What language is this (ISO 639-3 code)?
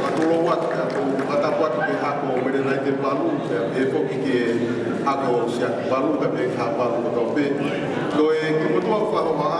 ton